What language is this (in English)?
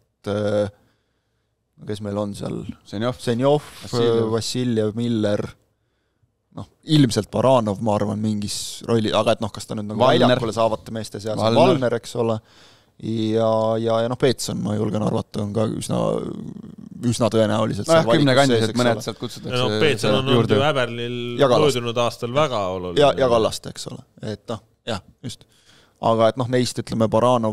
Estonian